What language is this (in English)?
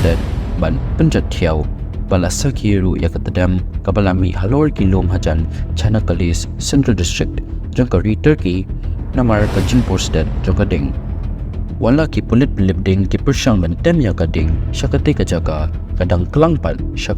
Khasi